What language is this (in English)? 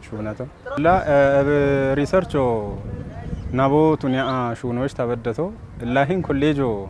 Kafa